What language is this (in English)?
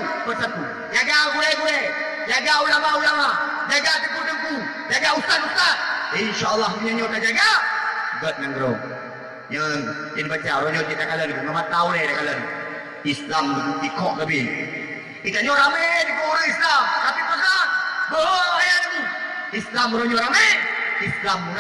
Achinese